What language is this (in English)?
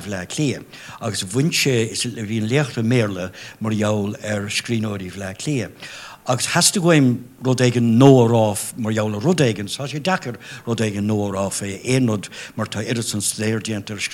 Irish